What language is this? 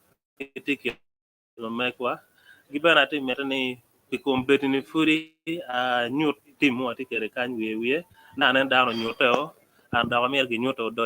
Acoli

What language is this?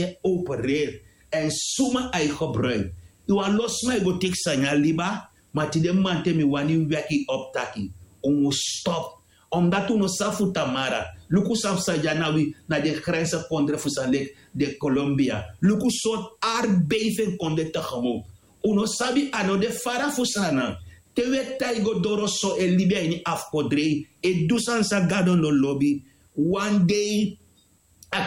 Sranan Tongo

